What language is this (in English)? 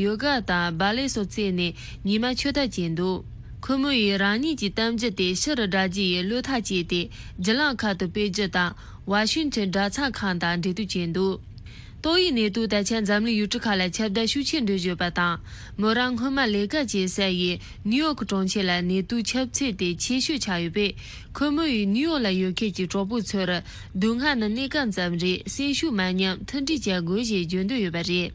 Tibetan